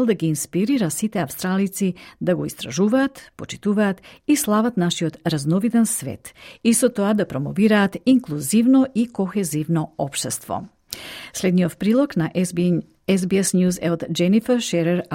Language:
Macedonian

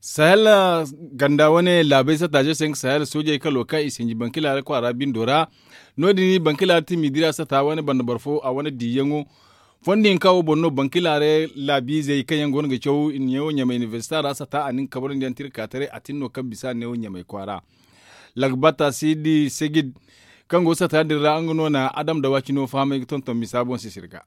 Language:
Zarma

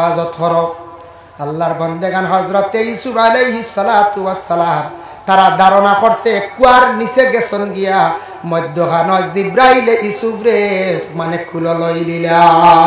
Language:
Sylheti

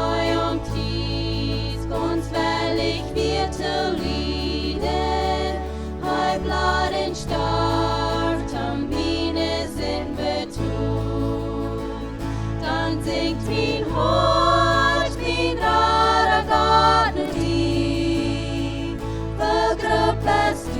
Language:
Plautdietsch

